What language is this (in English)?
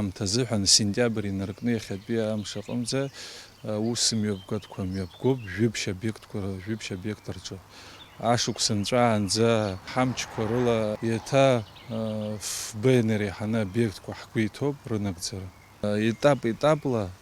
Abkhazian